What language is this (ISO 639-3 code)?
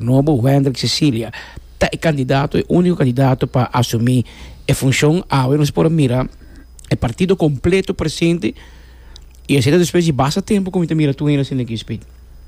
pap